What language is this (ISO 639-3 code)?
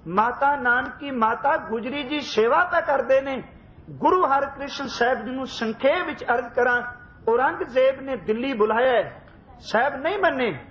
pan